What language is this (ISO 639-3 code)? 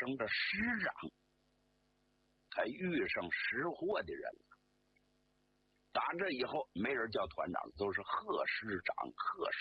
zho